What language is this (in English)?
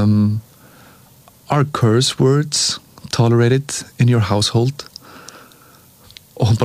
Icelandic